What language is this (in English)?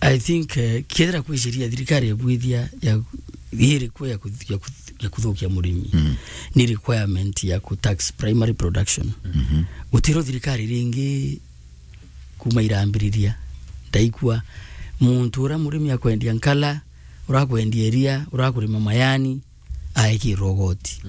Meru